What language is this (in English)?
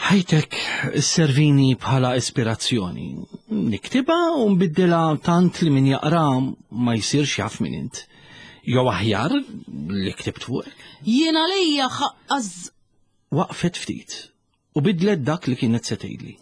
Maltese